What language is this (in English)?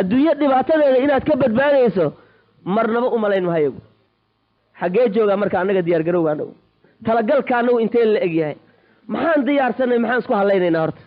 Somali